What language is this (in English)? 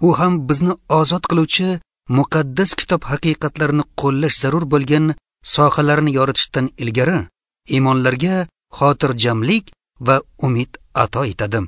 Uzbek